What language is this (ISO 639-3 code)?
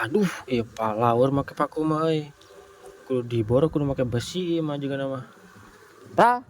sun